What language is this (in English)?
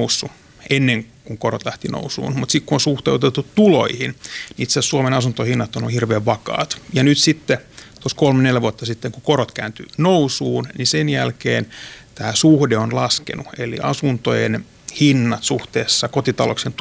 Finnish